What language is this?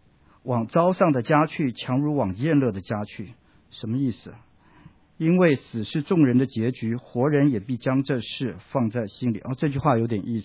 Chinese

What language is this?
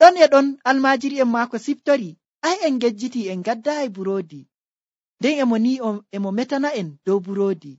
Nigerian Fulfulde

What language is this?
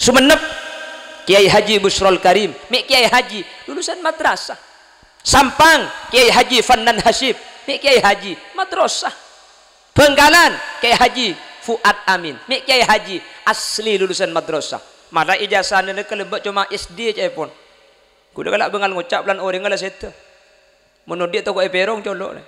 Madurese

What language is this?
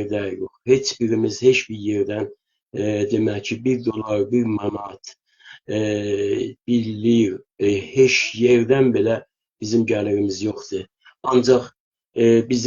South Azerbaijani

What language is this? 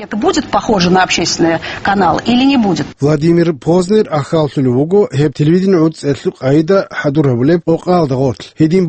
Avaric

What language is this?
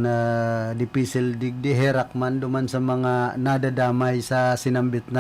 Bikol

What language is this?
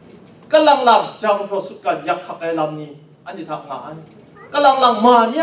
Kachin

